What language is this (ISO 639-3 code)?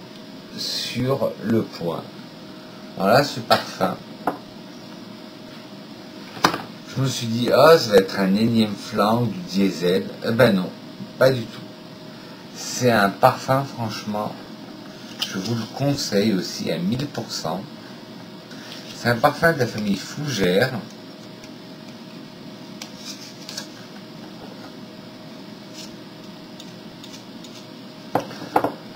fra